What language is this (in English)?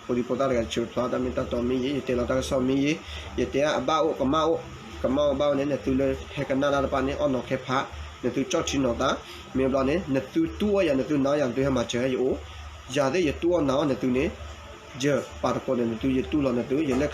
S'gaw Karen